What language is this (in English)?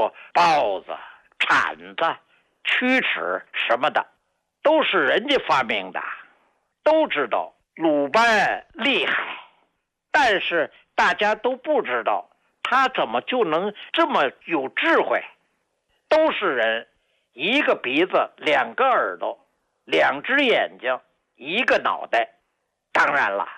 Chinese